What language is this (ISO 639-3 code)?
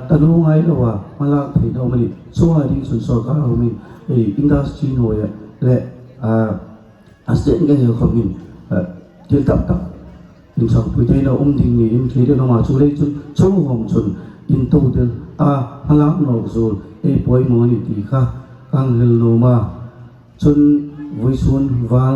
hmr